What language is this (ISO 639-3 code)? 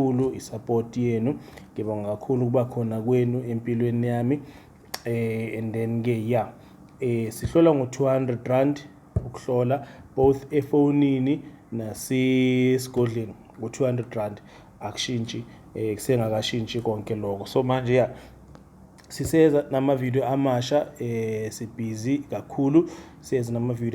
zul